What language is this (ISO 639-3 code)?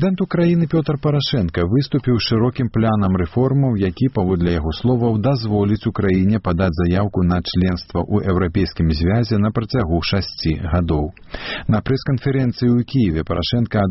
bel